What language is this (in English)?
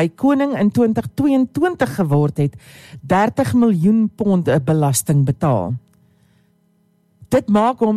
Afrikaans